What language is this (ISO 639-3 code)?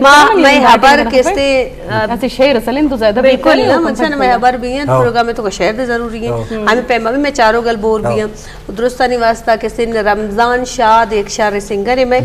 bgp